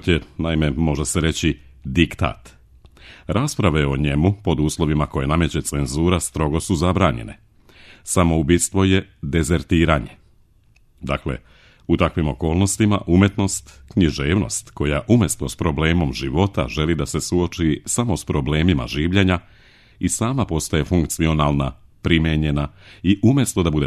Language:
Serbian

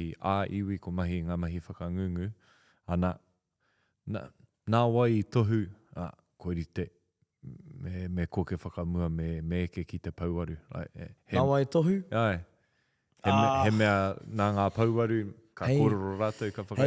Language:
Māori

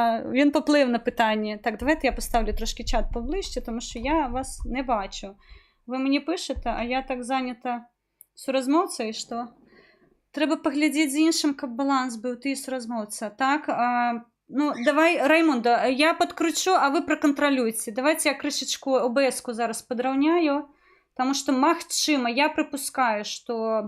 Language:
Belarusian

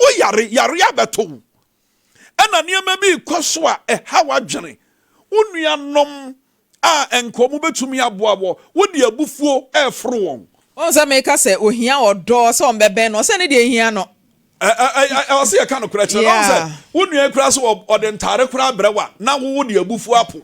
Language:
Akan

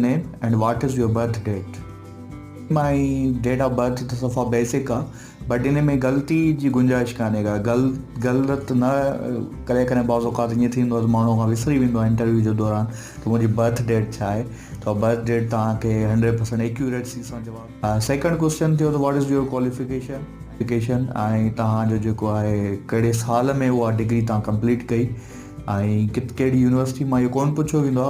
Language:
Sindhi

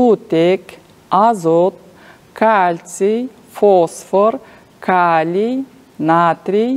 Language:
Kyrgyz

